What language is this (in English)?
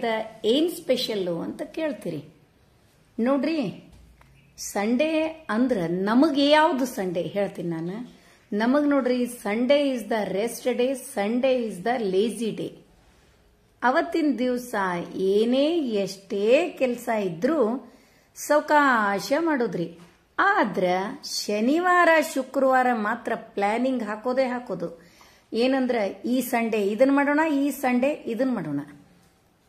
Kannada